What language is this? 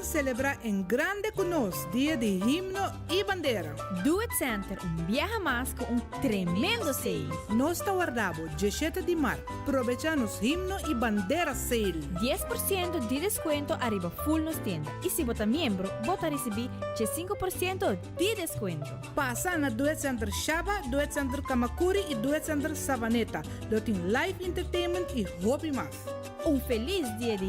Papiamento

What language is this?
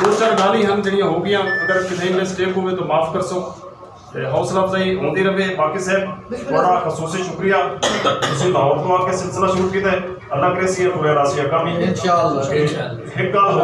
Saraiki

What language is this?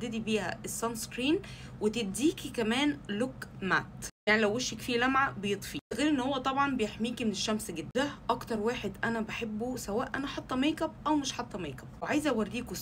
Egyptian Arabic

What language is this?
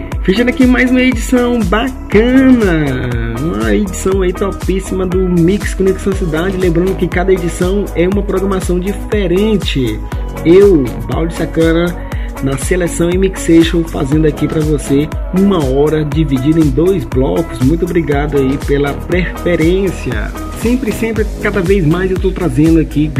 Portuguese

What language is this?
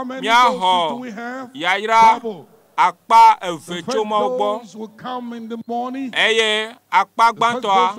Ewe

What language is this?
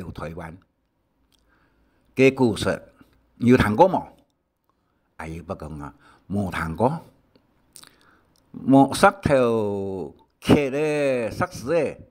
Hakka Chinese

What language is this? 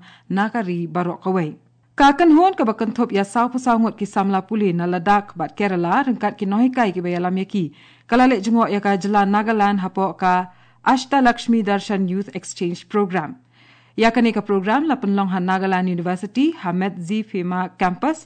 Khasi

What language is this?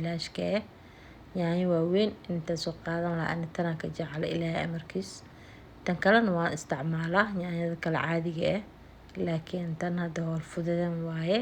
Somali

